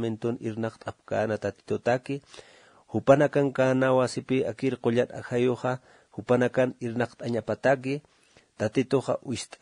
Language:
Aymara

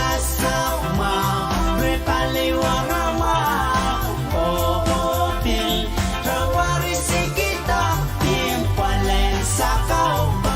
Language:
Pohnpeian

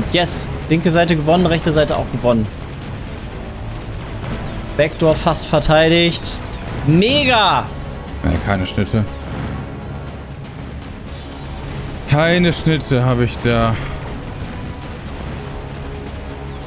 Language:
German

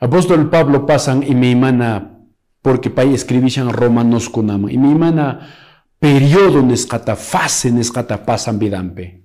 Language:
Quechua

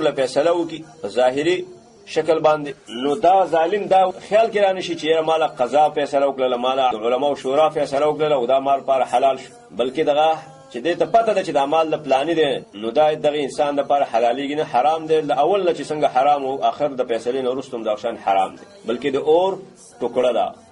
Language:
Pashto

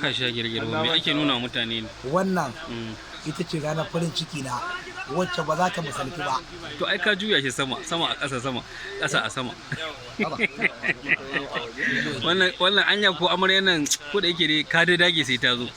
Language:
Hausa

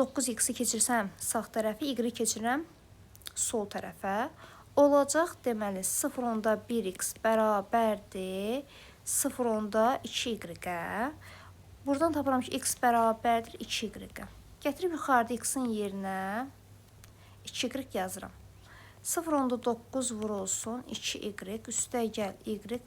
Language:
Azerbaijani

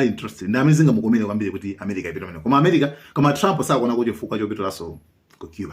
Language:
Nyanja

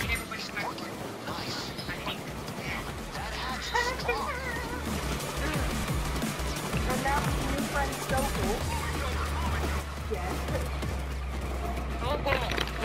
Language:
English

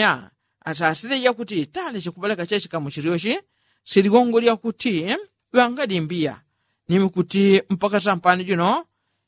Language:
Yao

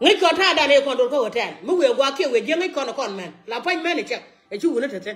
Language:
Nuer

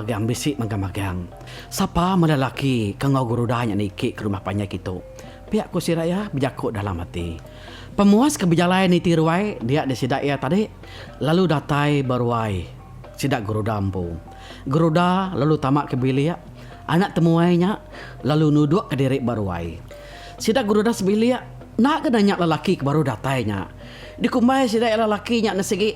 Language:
Iban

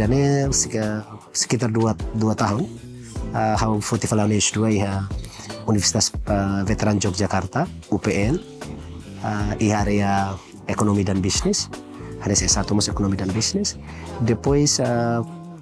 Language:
Tetum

